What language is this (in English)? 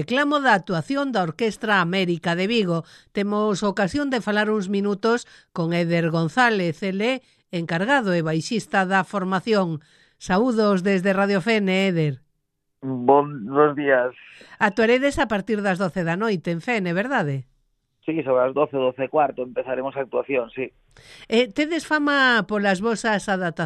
Galician